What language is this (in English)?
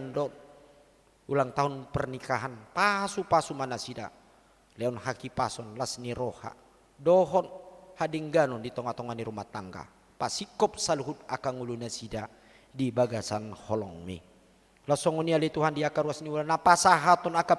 Batak Toba